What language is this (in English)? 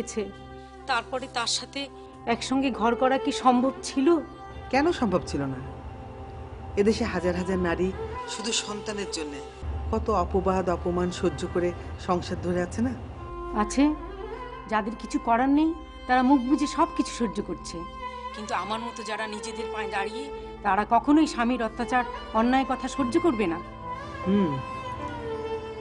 Bangla